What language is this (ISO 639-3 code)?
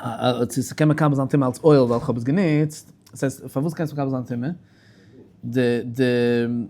yid